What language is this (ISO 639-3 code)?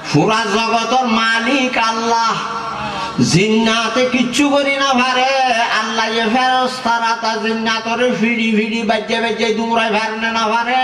rhg